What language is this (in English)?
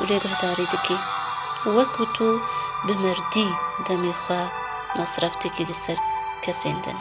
Kurdish